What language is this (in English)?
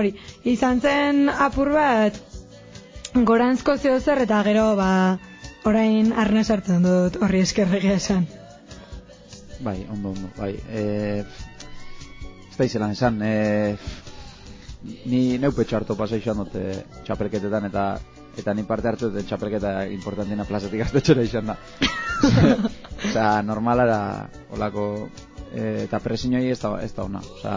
Basque